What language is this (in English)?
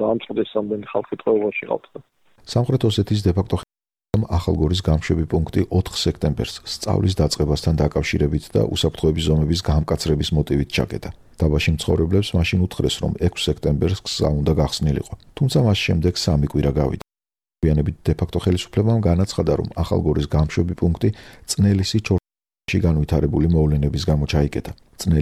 Georgian